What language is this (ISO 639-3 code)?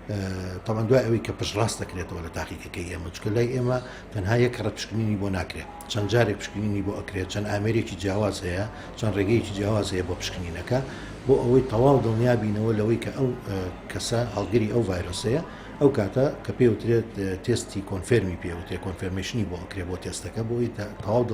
ckb